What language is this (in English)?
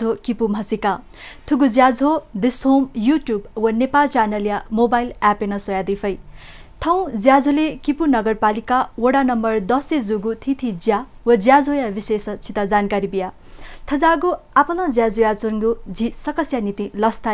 Newari